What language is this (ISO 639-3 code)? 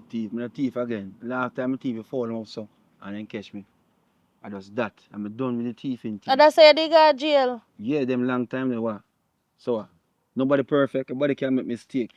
jam